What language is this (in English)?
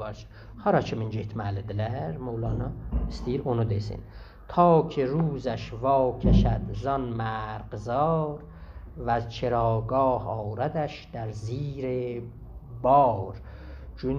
South Azerbaijani